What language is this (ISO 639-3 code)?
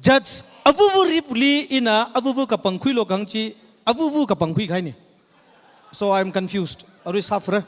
nmf